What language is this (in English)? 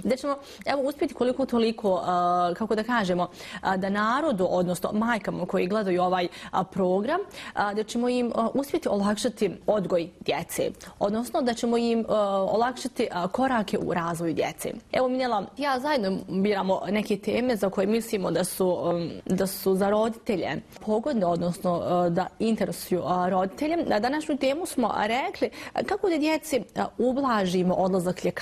Bosnian